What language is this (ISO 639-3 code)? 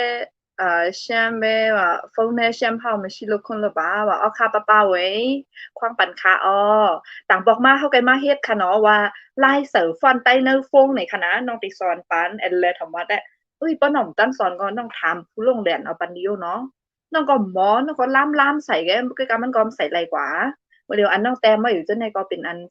shn